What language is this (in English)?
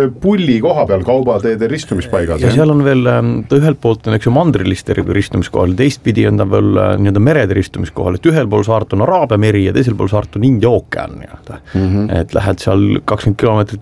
Estonian